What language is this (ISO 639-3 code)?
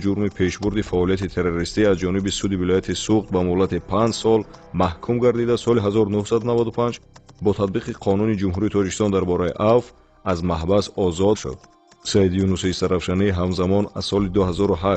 tgk